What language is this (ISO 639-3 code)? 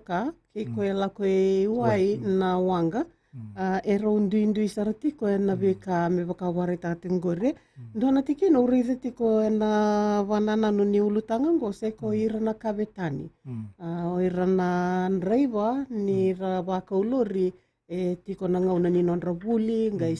fij